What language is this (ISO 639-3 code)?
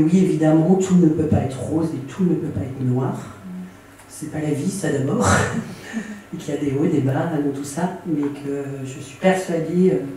fra